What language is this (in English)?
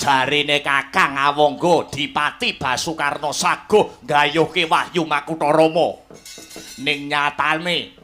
Javanese